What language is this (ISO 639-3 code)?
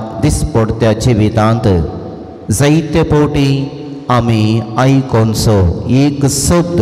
kok